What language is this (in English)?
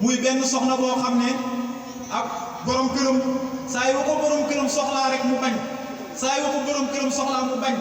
Wolof